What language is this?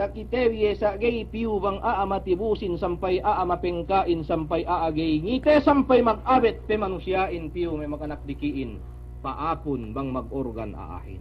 Yakan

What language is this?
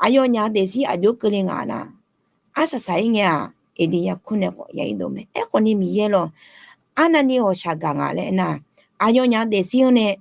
Akha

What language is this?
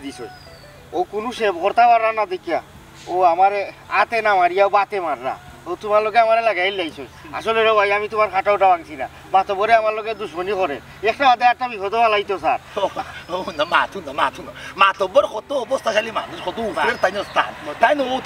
Sylheti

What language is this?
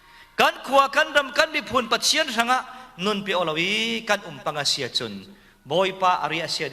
Falam Chin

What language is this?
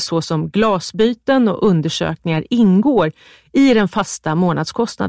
Swedish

